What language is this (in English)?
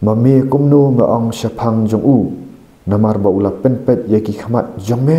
Khasi